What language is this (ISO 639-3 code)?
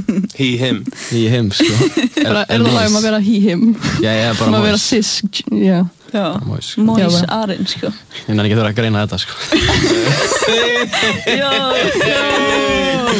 isl